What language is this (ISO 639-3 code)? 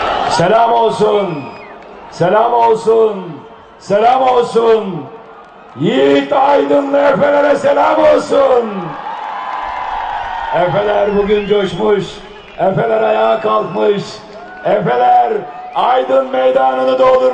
tur